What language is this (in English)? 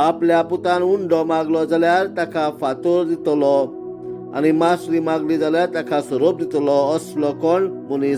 Konkani